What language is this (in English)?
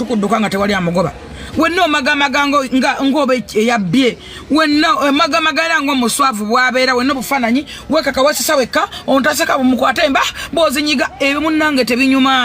Ganda